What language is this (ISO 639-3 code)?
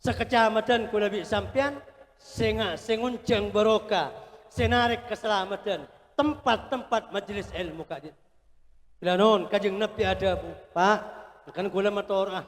mad